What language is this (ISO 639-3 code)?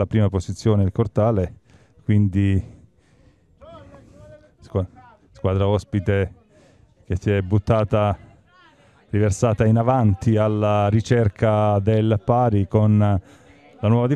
ita